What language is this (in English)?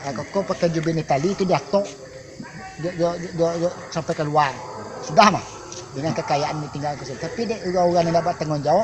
Minangkabau